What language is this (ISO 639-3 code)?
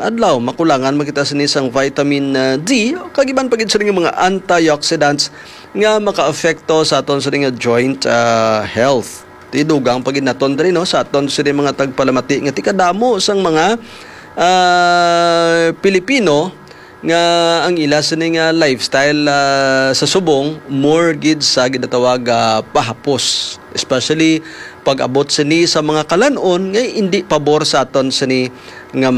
hil